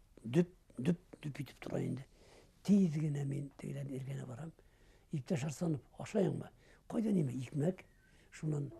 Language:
Bashkir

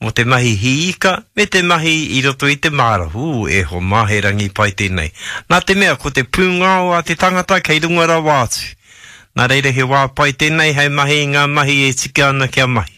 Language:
Māori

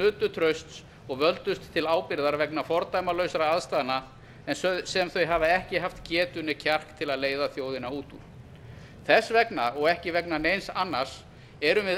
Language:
Icelandic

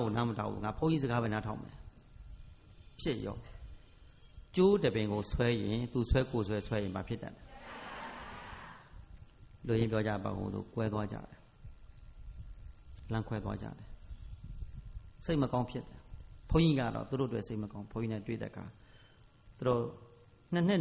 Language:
Burmese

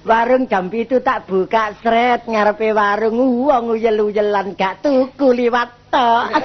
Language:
Javanese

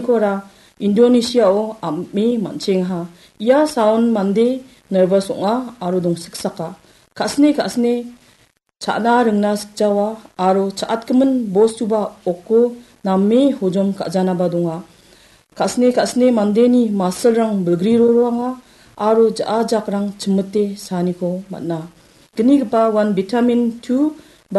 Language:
Garo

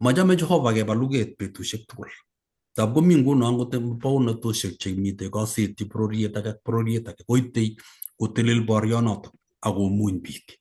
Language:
Kalenjin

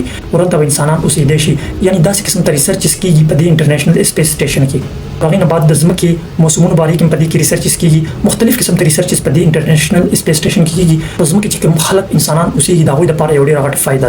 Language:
Pashto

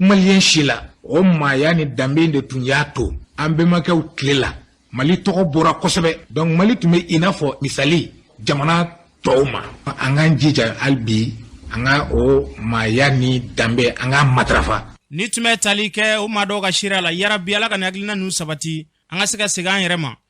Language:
Bambara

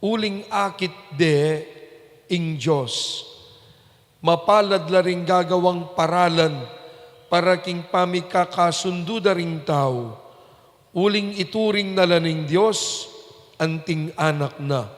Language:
Pampanga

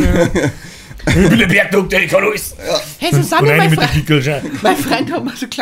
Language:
Bavarian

